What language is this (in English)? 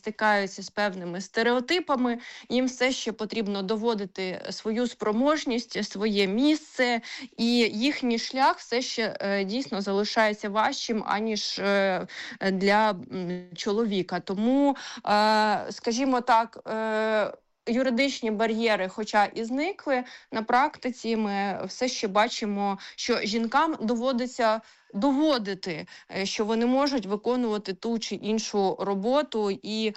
Ukrainian